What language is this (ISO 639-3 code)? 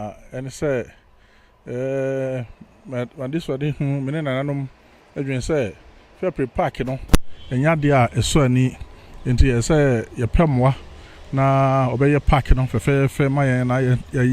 aka